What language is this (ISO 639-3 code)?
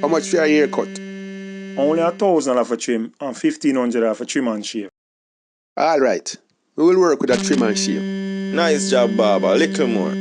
jam